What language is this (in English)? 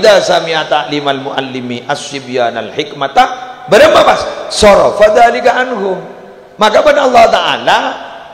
Madurese